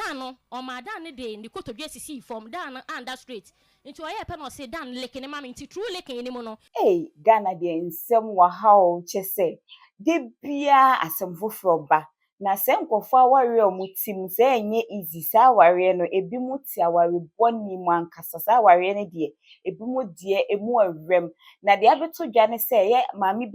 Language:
Akan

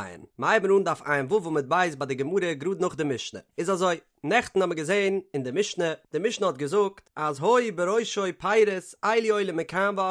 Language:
Yiddish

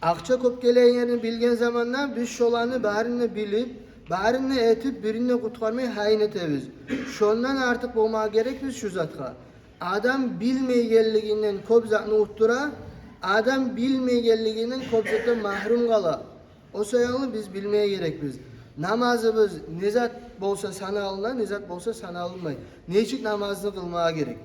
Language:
Kumyk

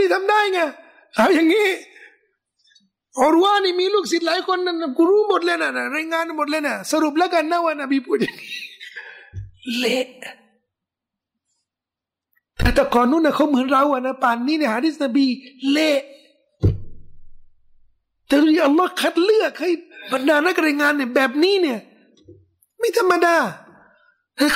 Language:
Thai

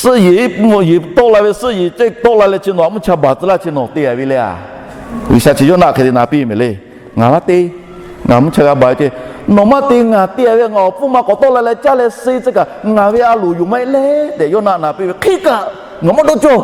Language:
Lahu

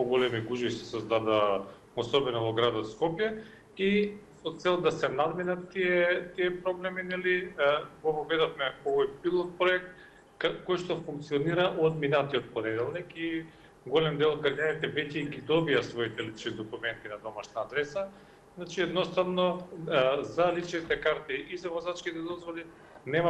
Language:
Macedonian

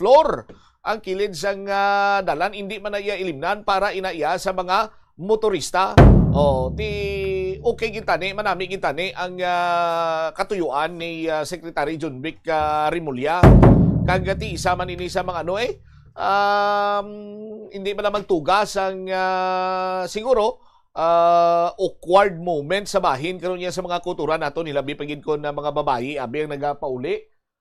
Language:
Hiligaynon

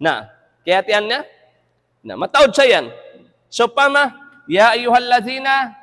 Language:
Tausug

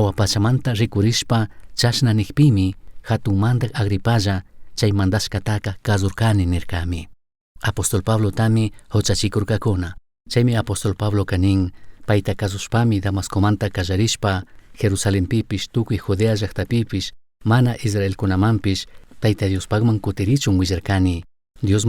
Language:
Chimborazo Highland Quichua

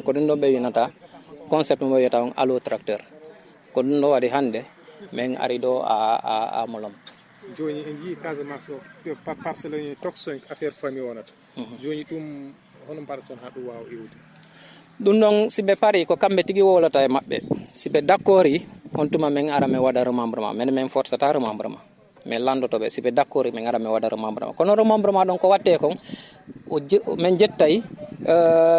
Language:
Fula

